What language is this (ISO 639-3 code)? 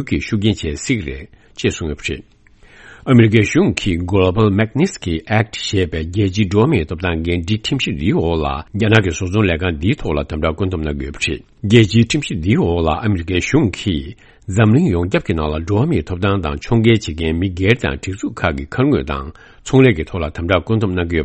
bod